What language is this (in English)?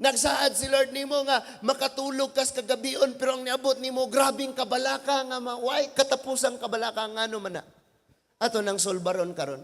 Cebuano